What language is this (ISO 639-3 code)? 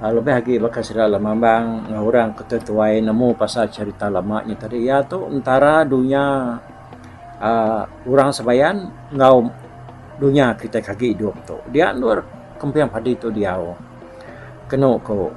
iba